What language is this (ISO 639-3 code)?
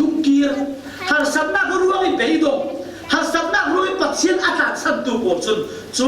cfm